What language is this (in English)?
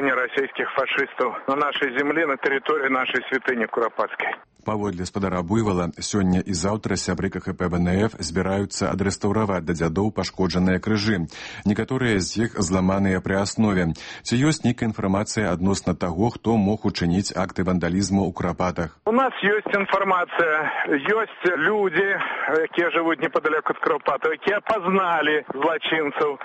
Belarusian